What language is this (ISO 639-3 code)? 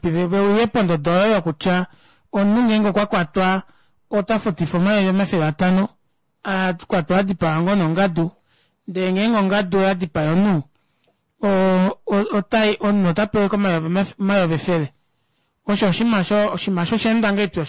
kua